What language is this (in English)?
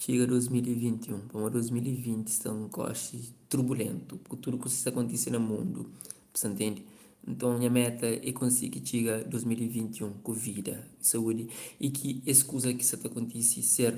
Kabuverdianu